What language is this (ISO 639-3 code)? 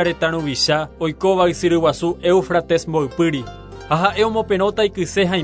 grn